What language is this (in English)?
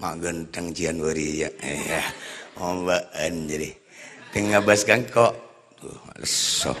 Madurese